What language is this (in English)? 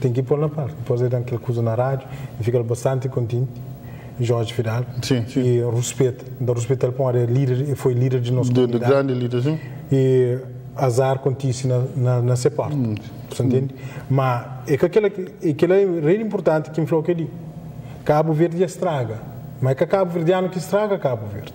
Kabuverdianu